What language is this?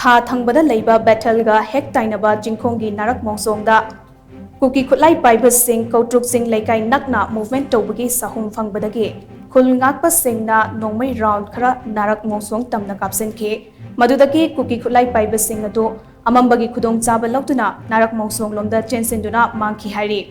Manipuri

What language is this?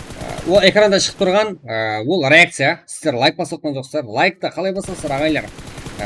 Kara-Kalpak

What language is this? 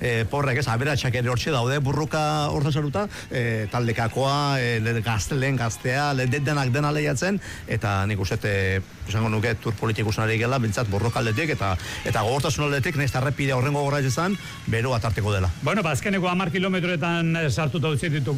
Basque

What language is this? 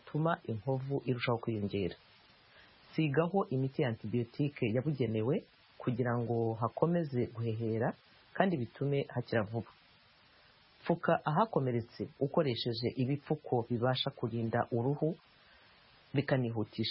Kinyarwanda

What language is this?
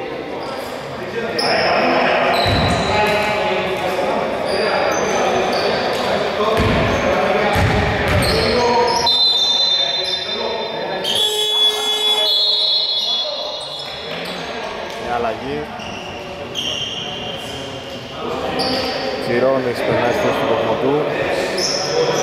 Greek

